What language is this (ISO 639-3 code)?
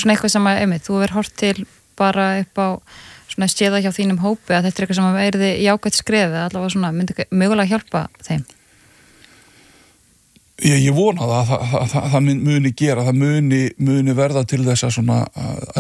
isl